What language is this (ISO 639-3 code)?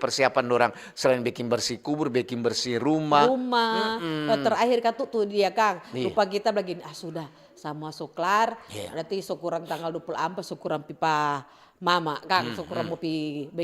xmm